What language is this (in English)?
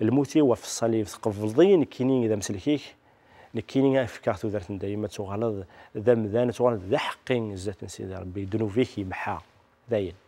Kabyle